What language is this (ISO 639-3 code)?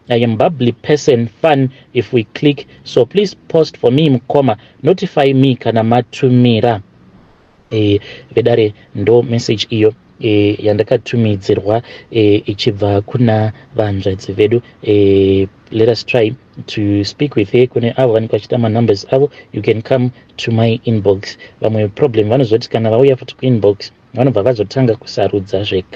sna